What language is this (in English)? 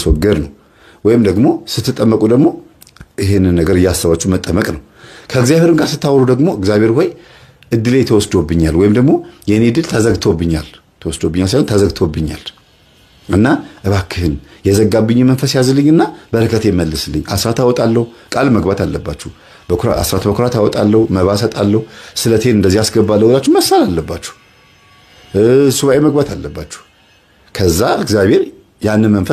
Amharic